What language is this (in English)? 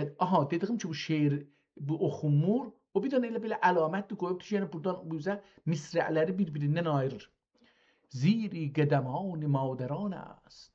South Azerbaijani